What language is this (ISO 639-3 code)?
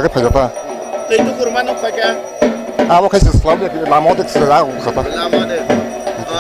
trp